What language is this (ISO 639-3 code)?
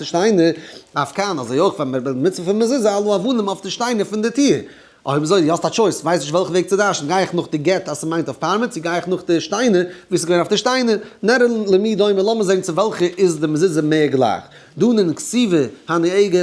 yid